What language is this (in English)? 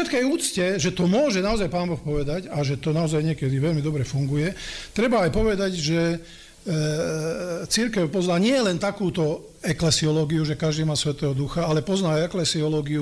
Slovak